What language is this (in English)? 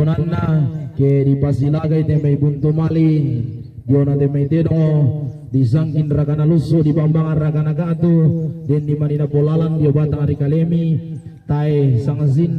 Toraja-Sa'dan